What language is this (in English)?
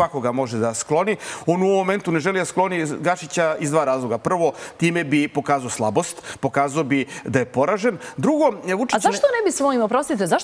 Serbian